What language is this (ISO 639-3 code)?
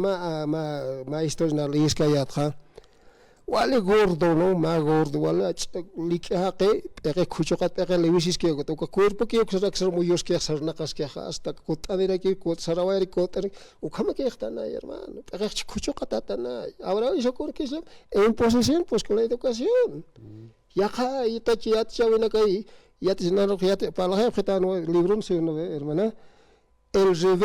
aym